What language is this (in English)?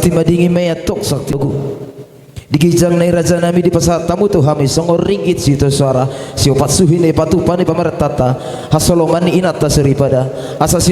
Batak Toba